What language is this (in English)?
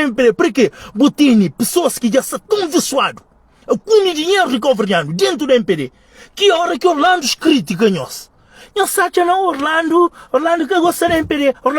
Kabuverdianu